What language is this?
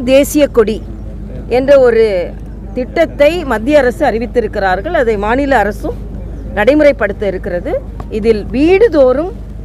Tamil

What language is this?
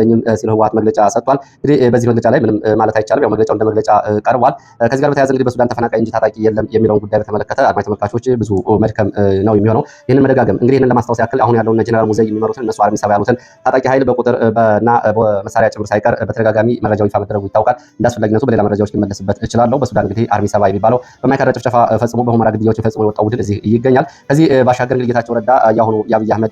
Amharic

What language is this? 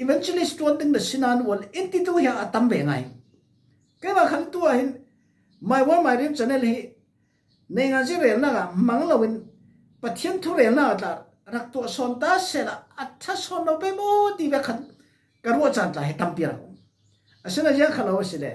Falam Chin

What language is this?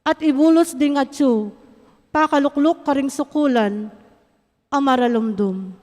Pampanga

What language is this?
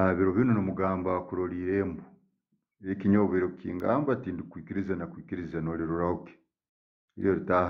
Tooro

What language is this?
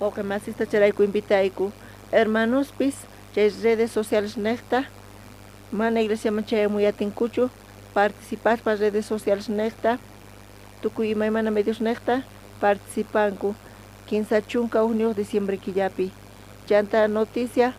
South Bolivian Quechua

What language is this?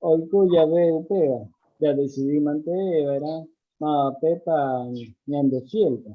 Guarani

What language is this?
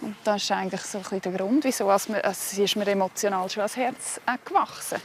Swiss German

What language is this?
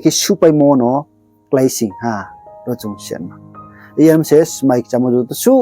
Riang (India)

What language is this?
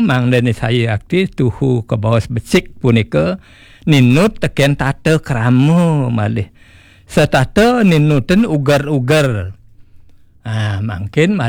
Balinese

